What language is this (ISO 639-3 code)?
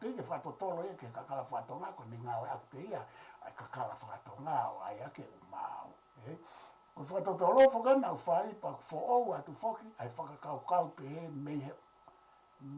ton